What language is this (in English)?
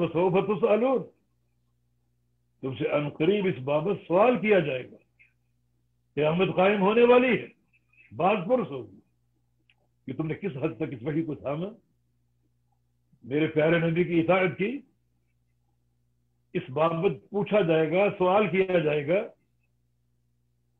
Urdu